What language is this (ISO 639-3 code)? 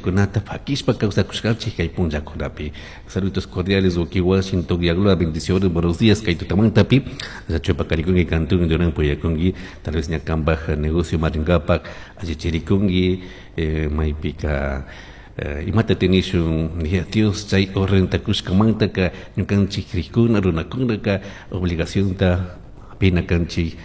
qug